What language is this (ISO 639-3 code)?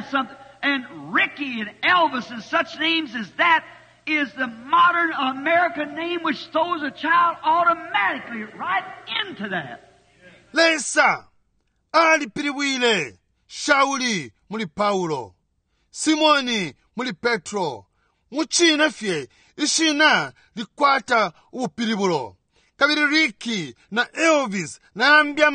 bem